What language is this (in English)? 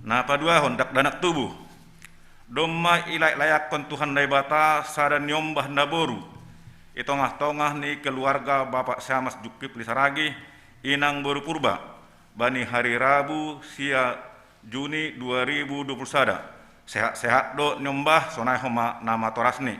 Batak Simalungun